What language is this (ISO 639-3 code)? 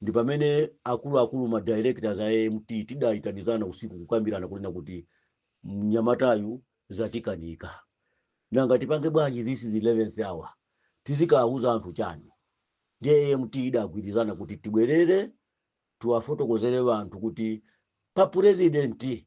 nya